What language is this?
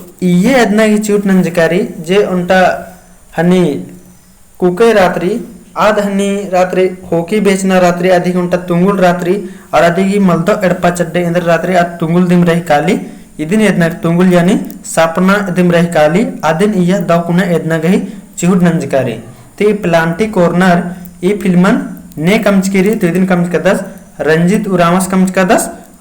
Kurukh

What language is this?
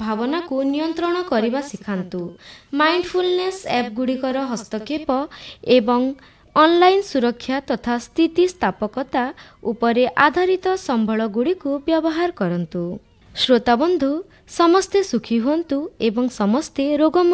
Odia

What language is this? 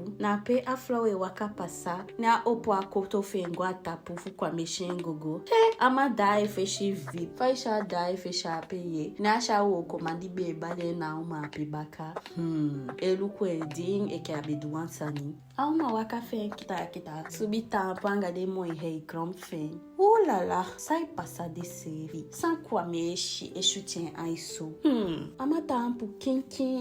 Eastern Maroon Creole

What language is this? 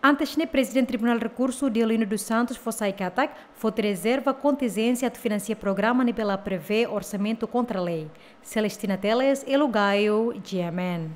Tetum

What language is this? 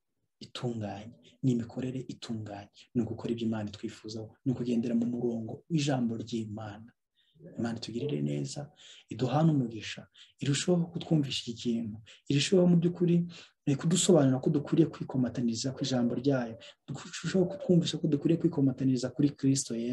Kinyarwanda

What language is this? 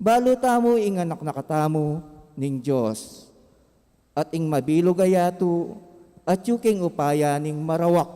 Pampanga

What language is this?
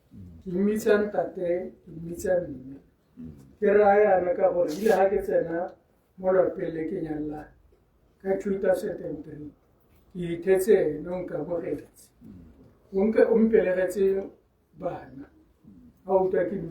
Tswana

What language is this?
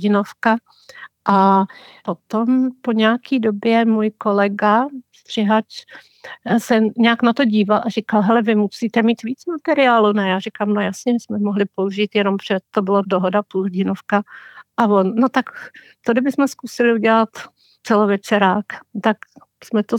Czech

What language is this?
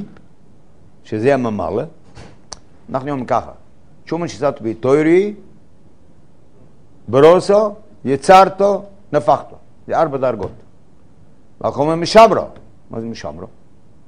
Hebrew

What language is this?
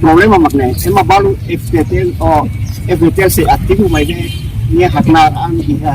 Tetum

